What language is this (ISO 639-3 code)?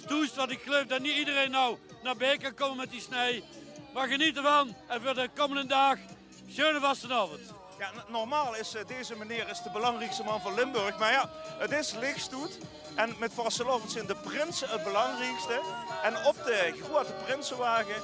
lim